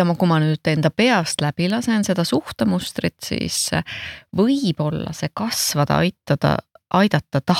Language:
Estonian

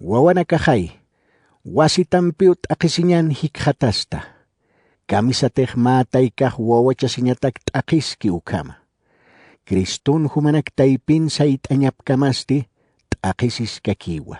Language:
Aymara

